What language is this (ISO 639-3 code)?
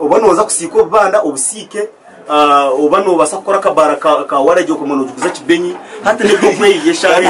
nyn